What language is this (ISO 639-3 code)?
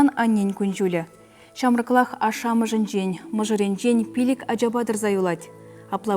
chv